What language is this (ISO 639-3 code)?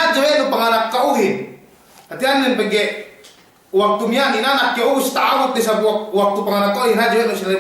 yka